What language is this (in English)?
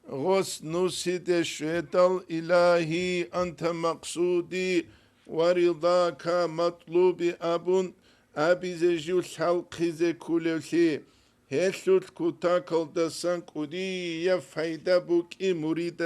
Avaric